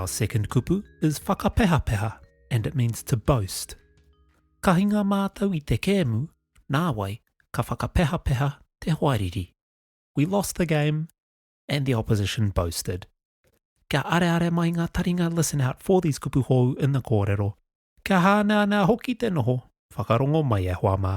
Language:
Māori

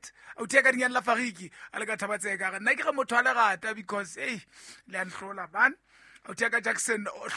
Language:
Southern Sotho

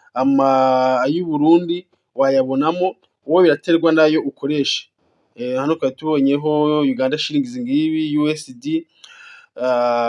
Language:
Kinyarwanda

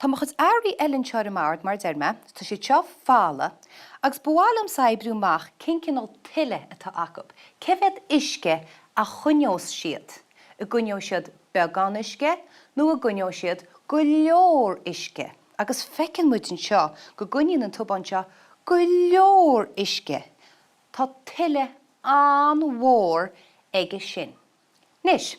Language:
Irish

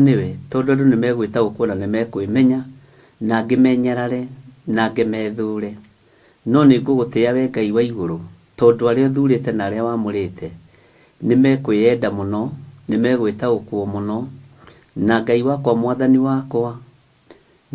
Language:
Kikuyu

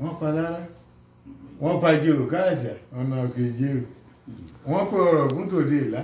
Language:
Yoruba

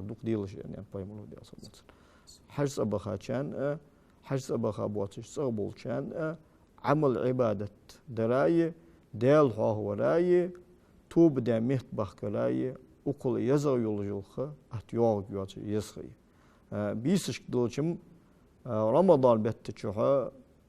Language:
Ingush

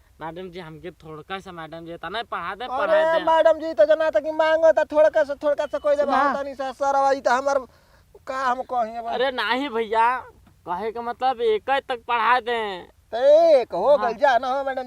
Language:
Bhojpuri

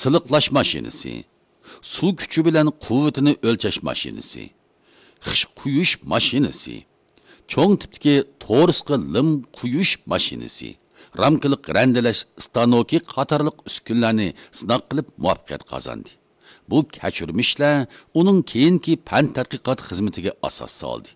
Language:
Uyghur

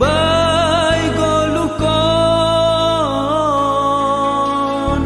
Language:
Batak Simalungun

